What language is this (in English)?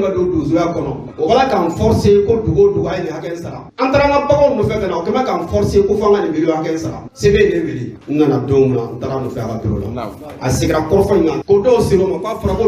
Bambara